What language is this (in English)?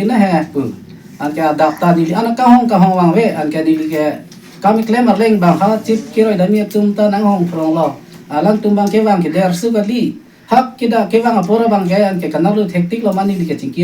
Karbi